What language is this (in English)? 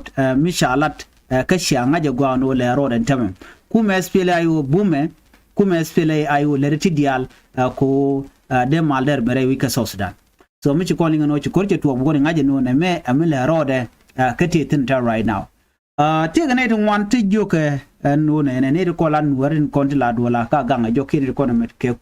Nuer